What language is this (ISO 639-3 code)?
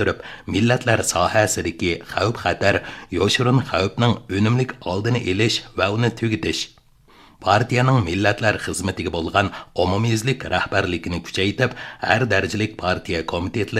uig